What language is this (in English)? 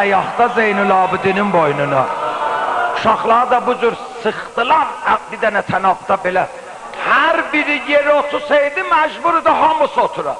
South Azerbaijani